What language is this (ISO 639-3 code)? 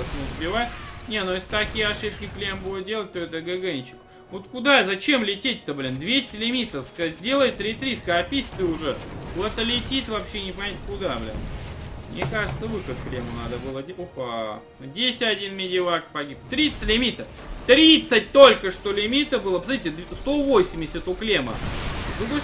rus